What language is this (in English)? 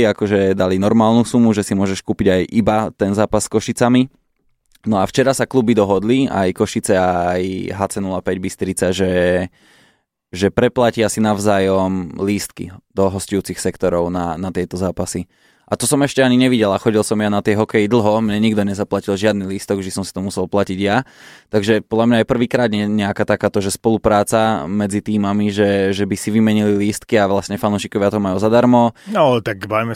Slovak